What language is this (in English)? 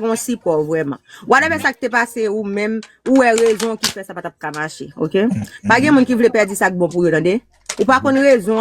Haitian Creole